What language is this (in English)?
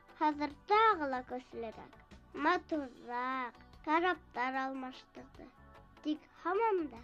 Bashkir